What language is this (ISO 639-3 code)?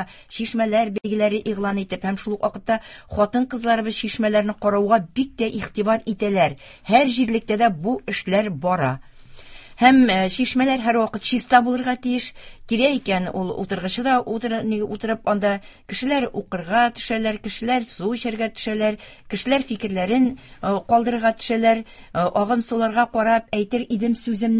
tat